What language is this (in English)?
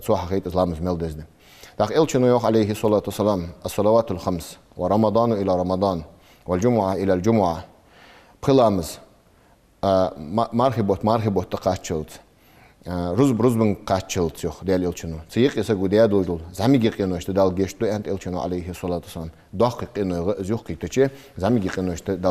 Ingush